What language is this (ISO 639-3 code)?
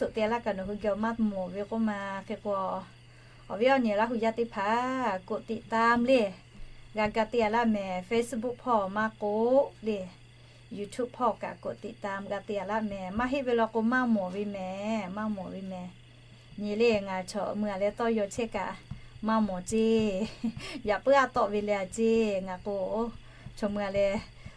lhu